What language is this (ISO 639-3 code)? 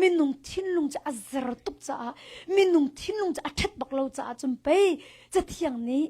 cnh